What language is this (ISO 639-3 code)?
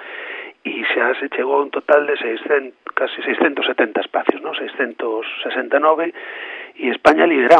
glg